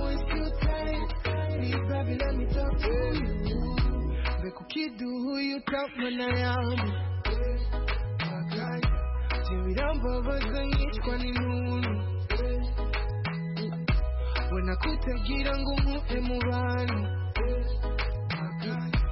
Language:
Kinyarwanda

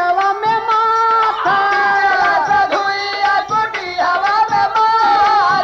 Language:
Bhojpuri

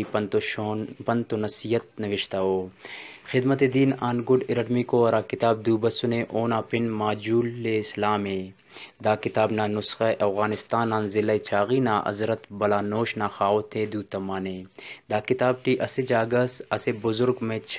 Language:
Brahui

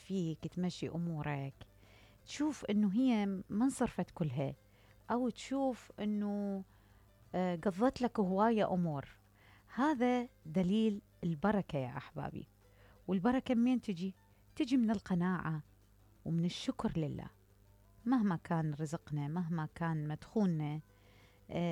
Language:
Mesopotamian Arabic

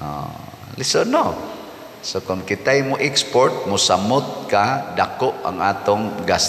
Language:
Cebuano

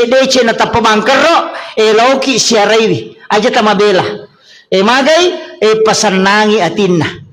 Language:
Buginese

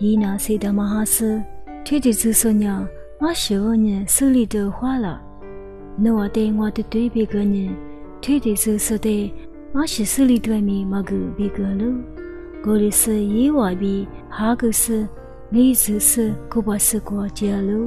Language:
Lisu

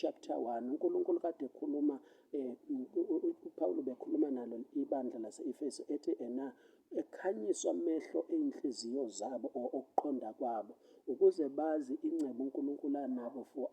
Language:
Zulu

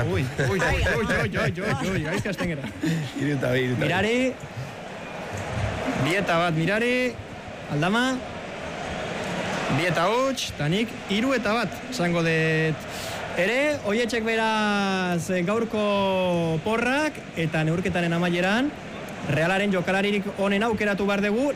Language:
Basque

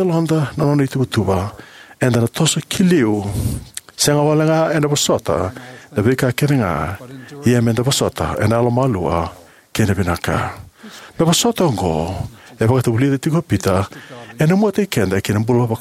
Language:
Fijian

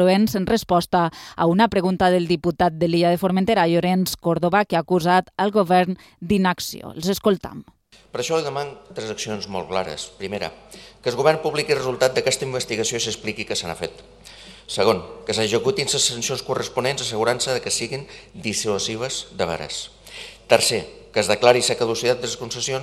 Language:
Catalan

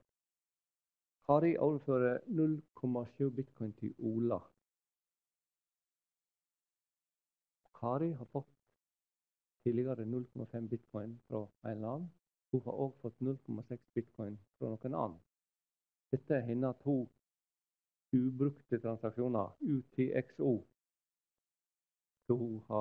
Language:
Norwegian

